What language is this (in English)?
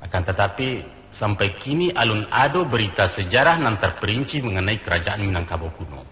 Minangkabau